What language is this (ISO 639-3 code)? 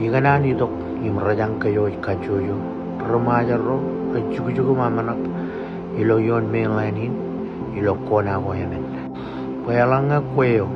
mah